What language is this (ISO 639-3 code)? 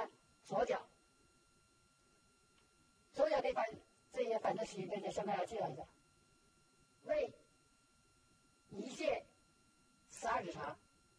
zho